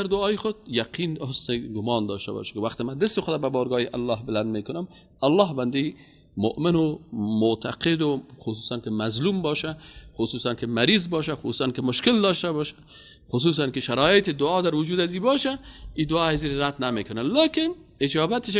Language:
Persian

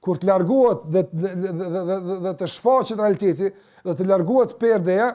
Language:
Albanian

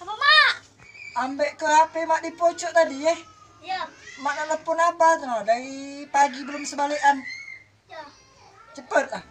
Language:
Musi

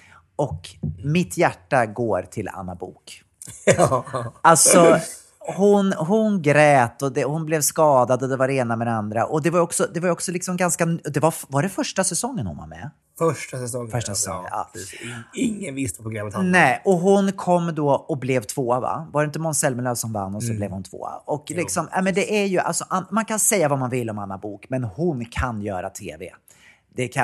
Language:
Swedish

